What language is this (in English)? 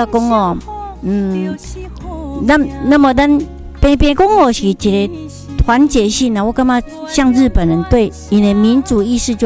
Chinese